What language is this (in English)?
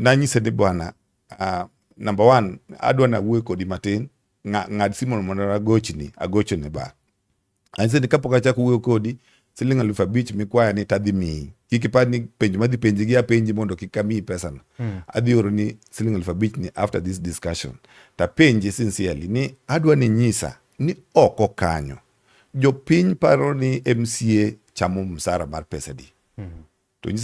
Luo (Kenya and Tanzania)